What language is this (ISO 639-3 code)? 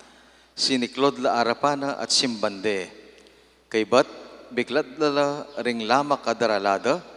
pam